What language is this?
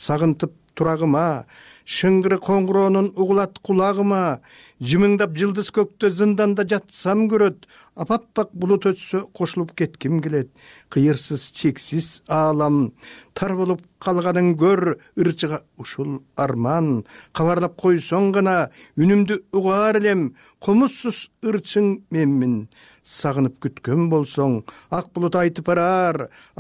Kyrgyz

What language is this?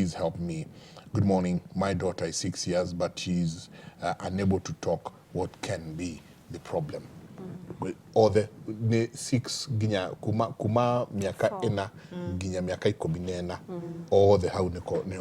Kikuyu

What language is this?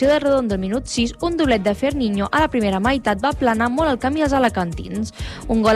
Catalan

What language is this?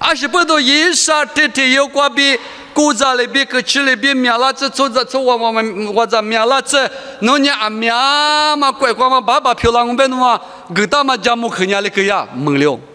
Lisu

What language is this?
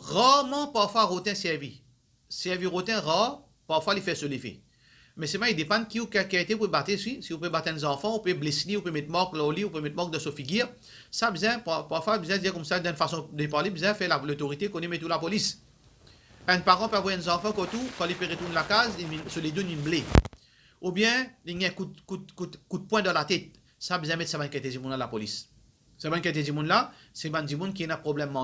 Morisyen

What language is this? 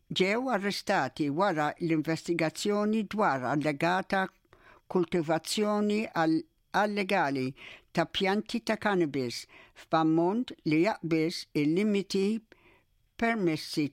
Maltese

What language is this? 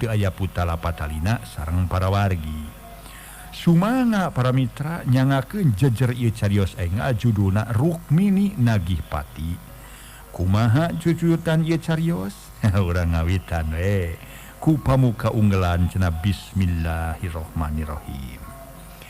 Sundanese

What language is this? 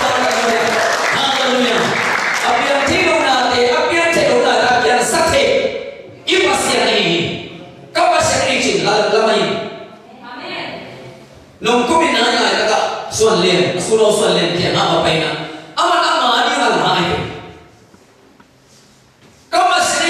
Malay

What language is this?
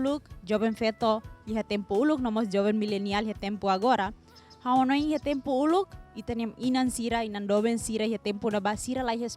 Tetum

